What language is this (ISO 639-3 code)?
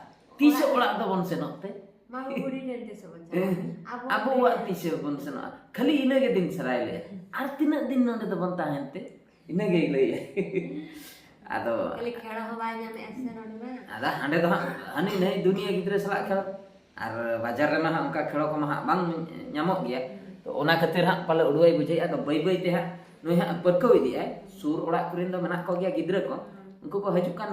sat